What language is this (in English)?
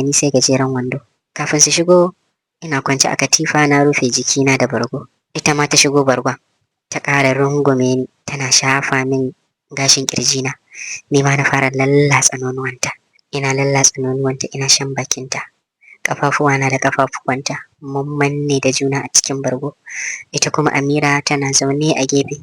Hausa